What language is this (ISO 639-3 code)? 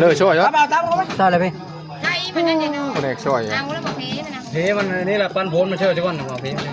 tts